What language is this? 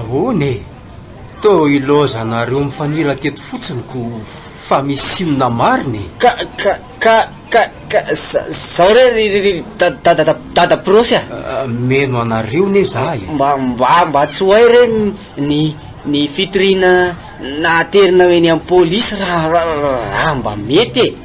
Malagasy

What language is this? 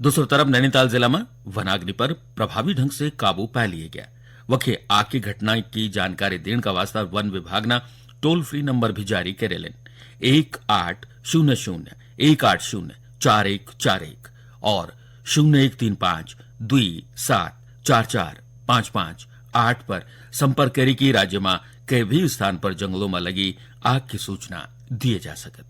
Garhwali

